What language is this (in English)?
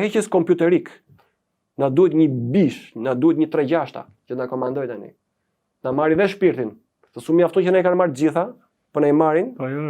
Albanian